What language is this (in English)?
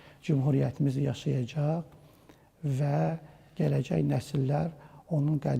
Azerbaijani